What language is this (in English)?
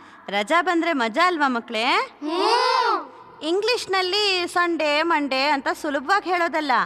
Kannada